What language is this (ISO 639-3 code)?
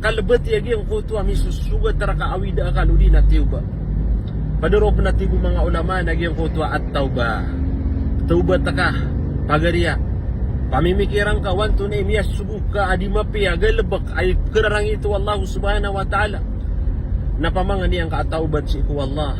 mrw